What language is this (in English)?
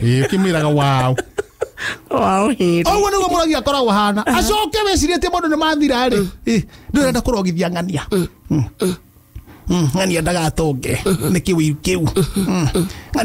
Kikuyu